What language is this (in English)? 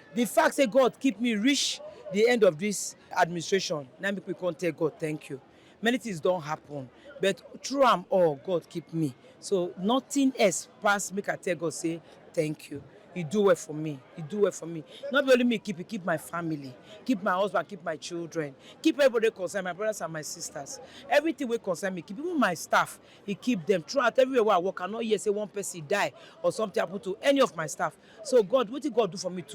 Nigerian Pidgin